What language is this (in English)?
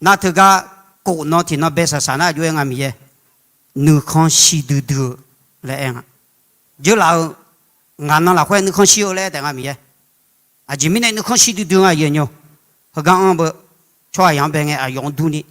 Akha